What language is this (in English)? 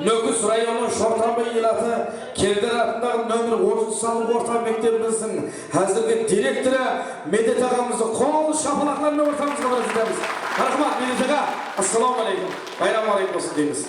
Kara-Kalpak